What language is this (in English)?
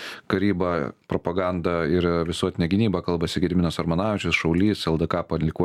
Lithuanian